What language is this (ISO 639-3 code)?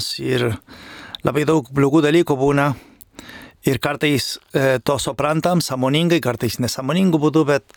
lit